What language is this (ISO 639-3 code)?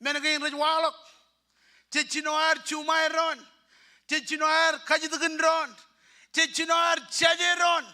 mah